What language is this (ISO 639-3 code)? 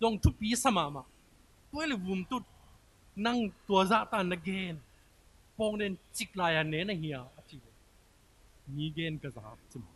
ctd